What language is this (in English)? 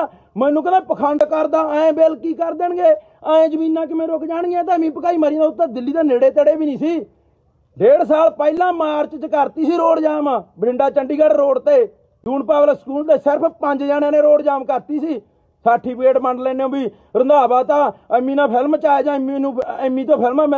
Punjabi